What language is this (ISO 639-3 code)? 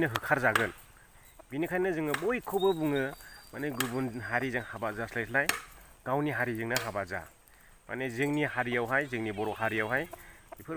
brx